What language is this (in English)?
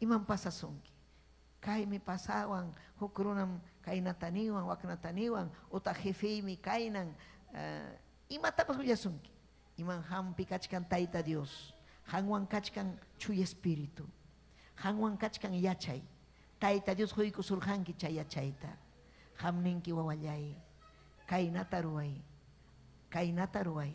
Ayacucho Quechua